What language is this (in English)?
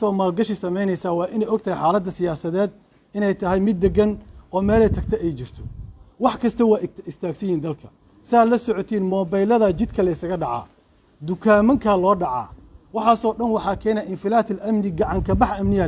Somali